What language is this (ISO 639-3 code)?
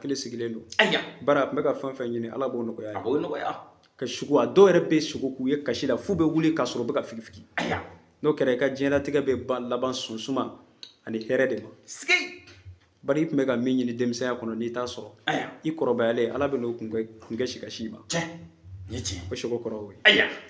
bam